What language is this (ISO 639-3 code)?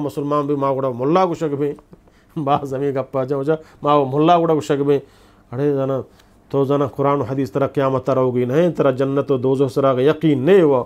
bgp